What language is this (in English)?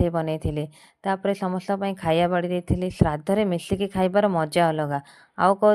Odia